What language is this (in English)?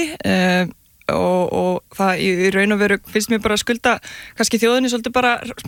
Icelandic